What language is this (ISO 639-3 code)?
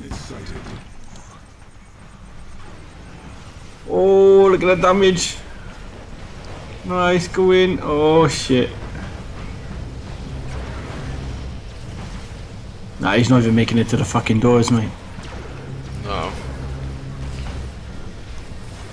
eng